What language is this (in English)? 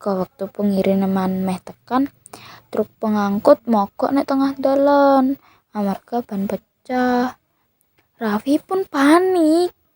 Javanese